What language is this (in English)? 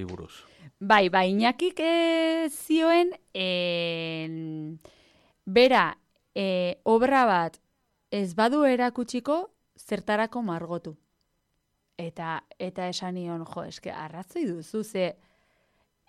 Basque